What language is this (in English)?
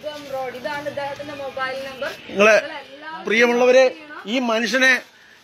Malayalam